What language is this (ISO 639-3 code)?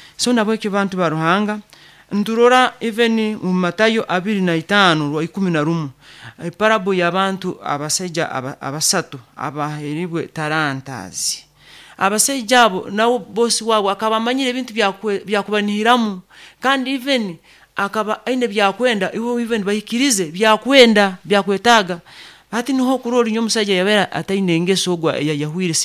nyo